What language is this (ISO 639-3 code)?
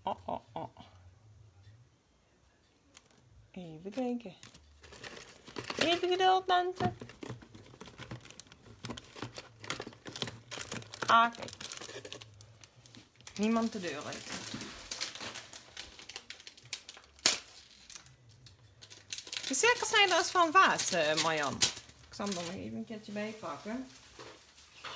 nld